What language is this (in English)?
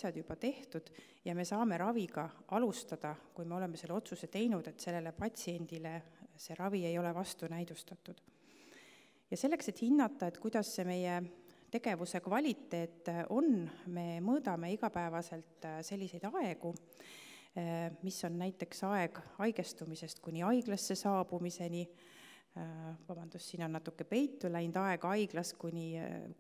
Estonian